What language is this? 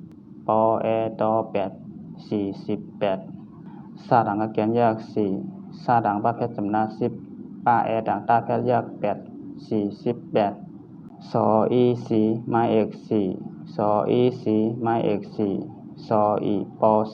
Shan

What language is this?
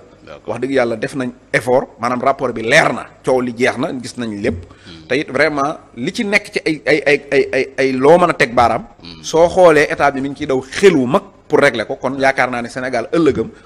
Wolof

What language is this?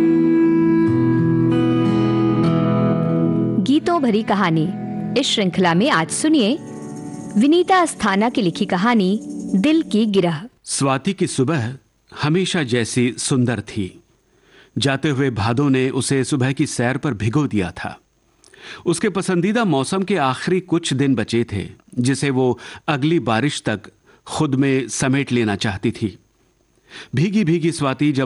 Hindi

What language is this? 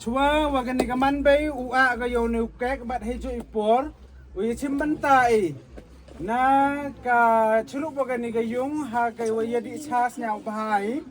Khasi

